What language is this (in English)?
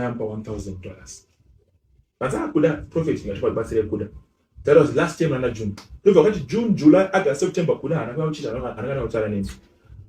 Shona